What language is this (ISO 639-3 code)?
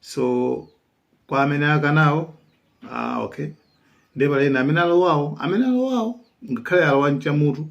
nya